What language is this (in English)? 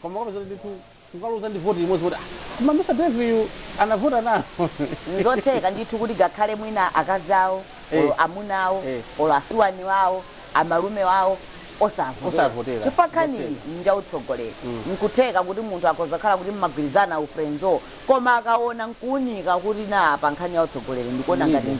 Nyanja